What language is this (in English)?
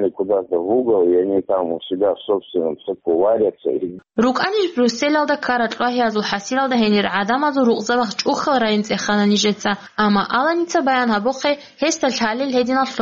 Avaric